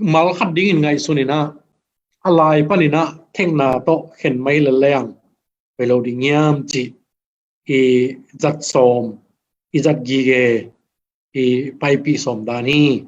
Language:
Tedim Chin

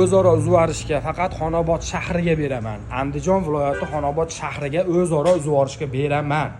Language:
Uzbek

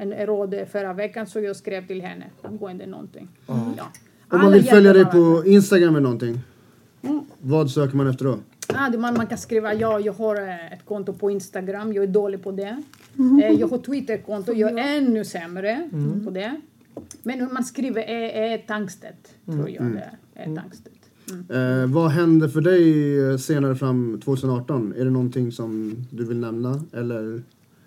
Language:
Swedish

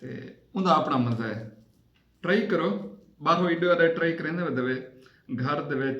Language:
Saraiki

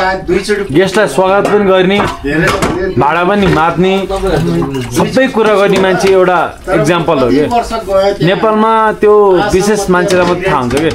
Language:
Nepali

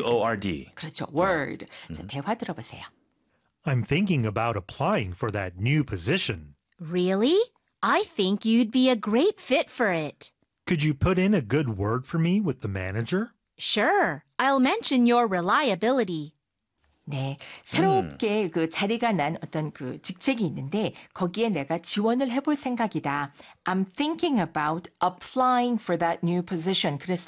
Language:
Korean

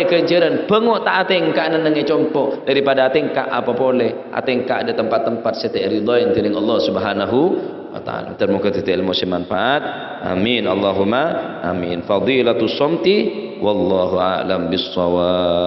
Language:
Madurese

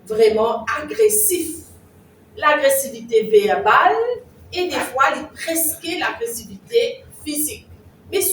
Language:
Morisyen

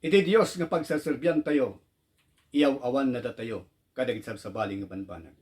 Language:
Iloko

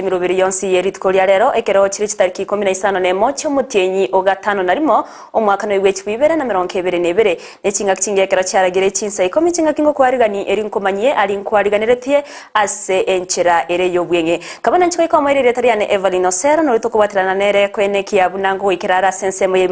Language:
Gusii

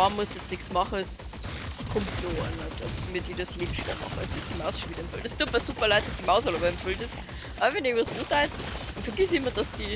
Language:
Bavarian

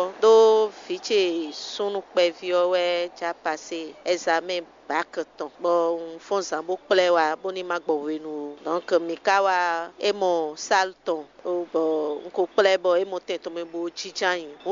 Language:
Fon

